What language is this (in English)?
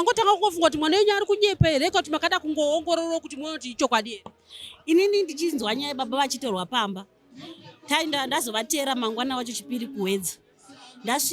Shona